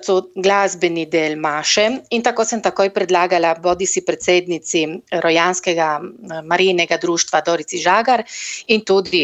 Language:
Slovenian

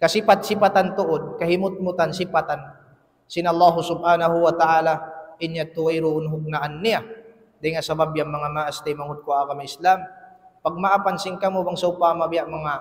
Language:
Tausug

